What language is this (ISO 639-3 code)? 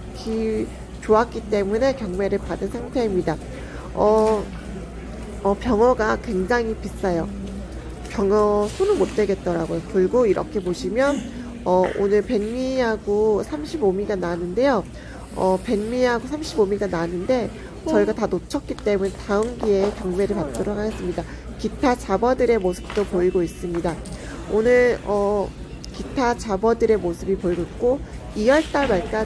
kor